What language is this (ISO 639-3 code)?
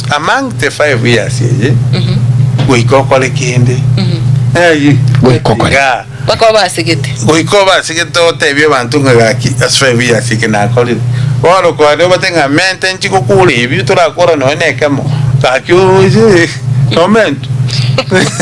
guz